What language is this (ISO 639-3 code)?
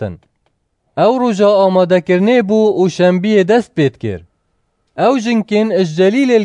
kur